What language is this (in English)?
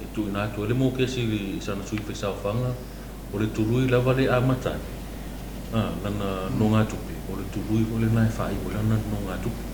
Samoan